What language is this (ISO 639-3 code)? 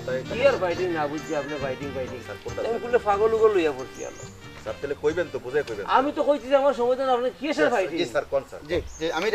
syl